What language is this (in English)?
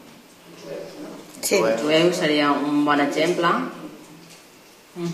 Catalan